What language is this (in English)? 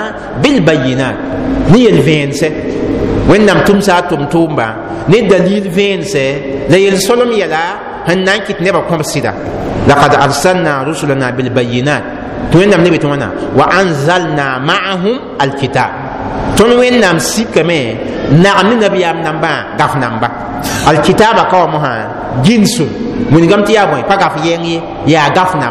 Mossi